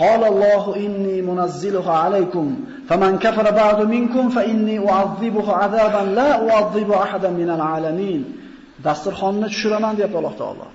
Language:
Uzbek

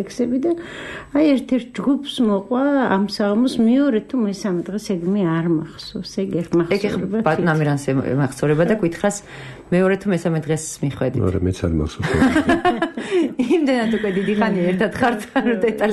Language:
Georgian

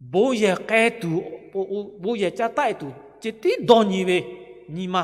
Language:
Lahu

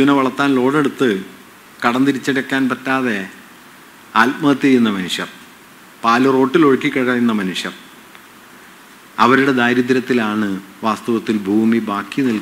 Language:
Malayalam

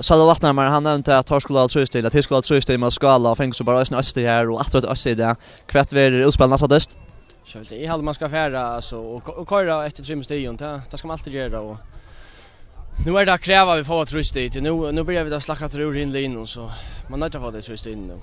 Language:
Faroese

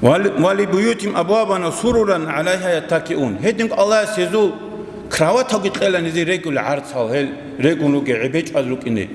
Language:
Avaric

